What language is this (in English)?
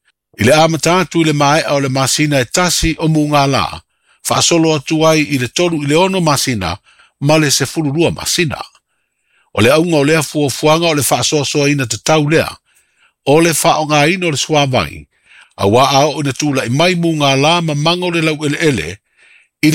Samoan